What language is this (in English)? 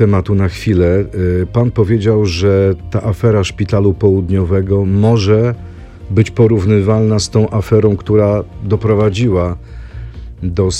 Polish